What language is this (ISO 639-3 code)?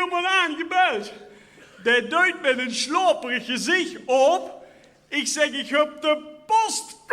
lim